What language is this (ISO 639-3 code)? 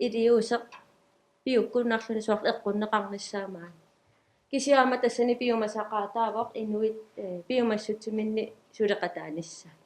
kal